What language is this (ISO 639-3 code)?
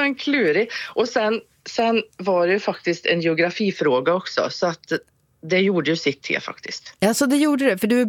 swe